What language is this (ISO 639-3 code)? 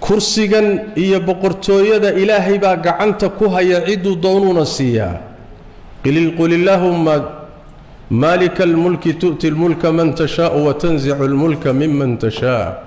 som